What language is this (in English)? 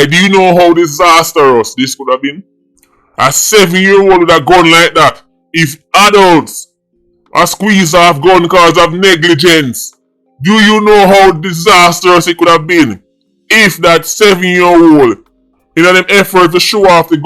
Jamaican Creole English